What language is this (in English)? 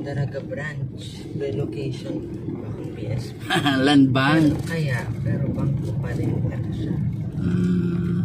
Bikol